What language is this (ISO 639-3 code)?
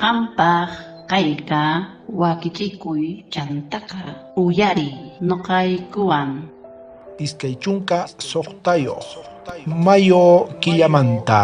quh